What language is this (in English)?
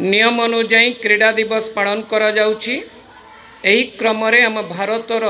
Odia